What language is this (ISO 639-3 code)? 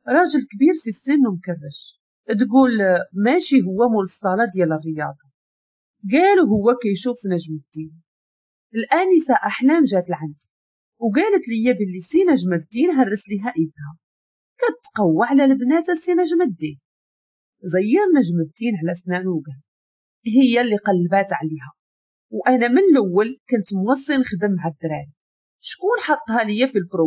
ary